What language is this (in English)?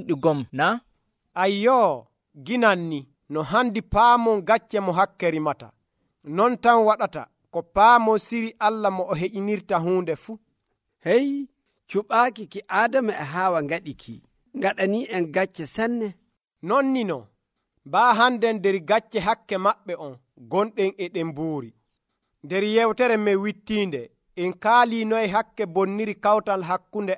Nigerian Fulfulde